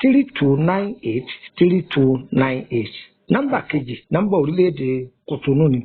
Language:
Yoruba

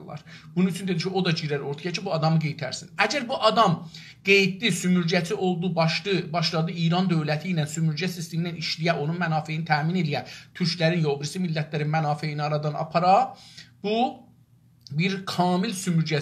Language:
South Azerbaijani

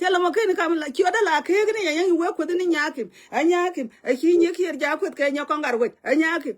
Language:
Nuer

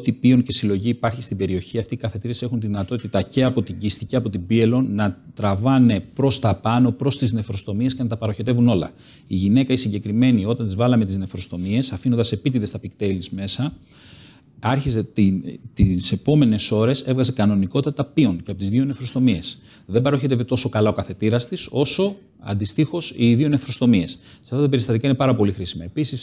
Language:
Greek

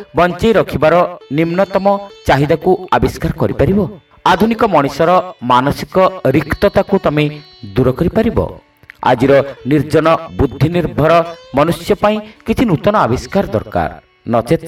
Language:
Odia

